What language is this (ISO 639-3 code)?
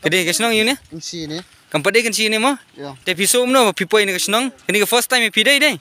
kha